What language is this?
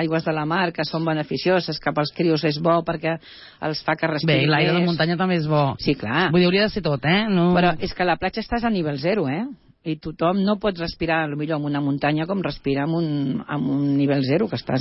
Catalan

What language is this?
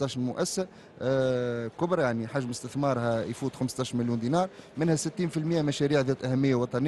Tunisian Arabic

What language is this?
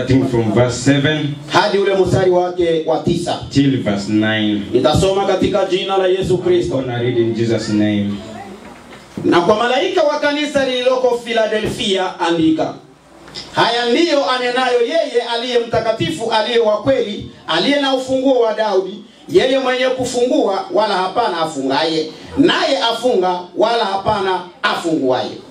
Swahili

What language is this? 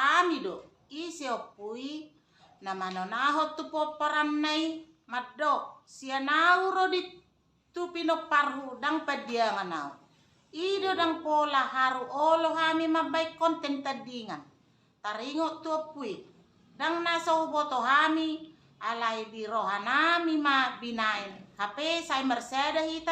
Batak Toba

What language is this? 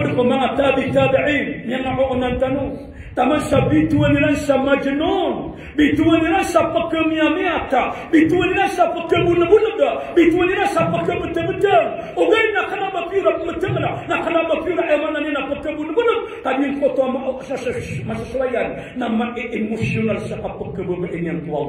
Maranao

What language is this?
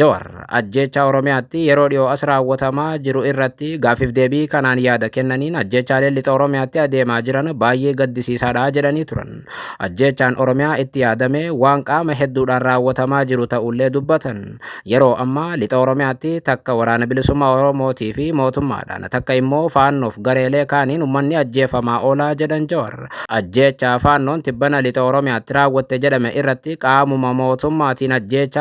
Oromo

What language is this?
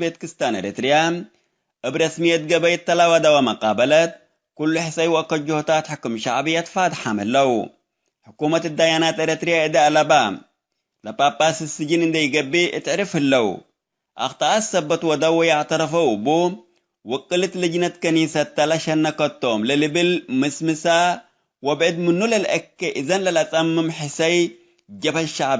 Tigre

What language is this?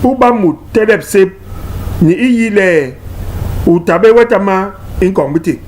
Basaa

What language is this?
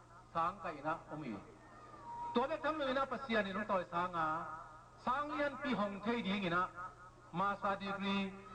Tedim Chin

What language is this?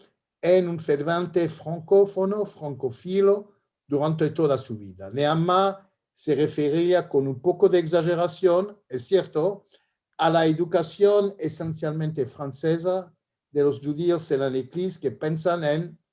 Ladino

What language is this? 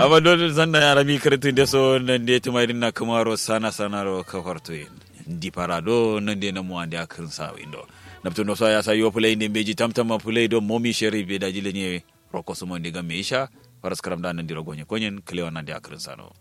Kanuri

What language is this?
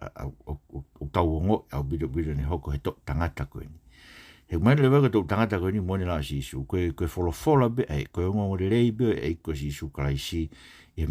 Tongan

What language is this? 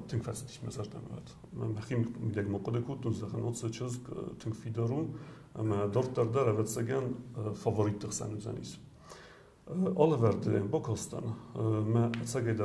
Ossetic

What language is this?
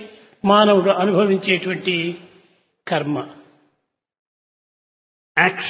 Telugu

